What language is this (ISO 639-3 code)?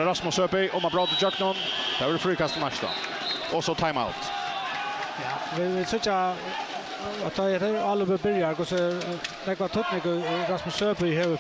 fao